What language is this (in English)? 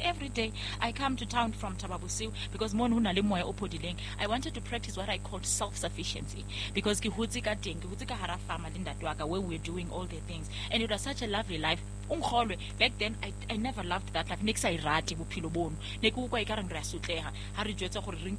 Southern Sotho